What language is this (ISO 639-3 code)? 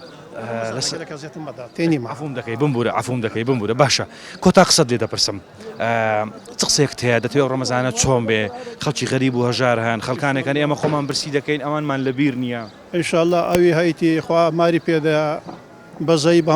ckb